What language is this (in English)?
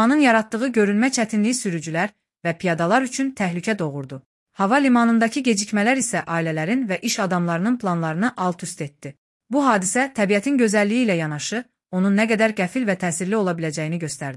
Azerbaijani